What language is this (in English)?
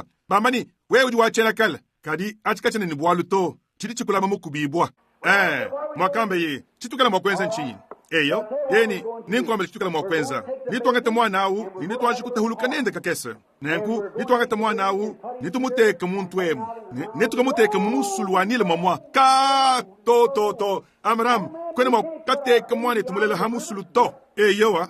Luba-Lulua